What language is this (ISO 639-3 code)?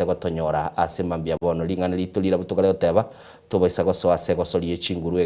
guz